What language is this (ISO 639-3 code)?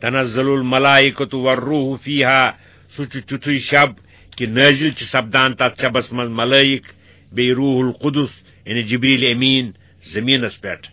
kas